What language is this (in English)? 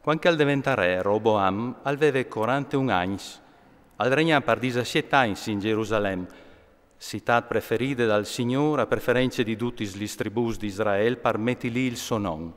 Friulian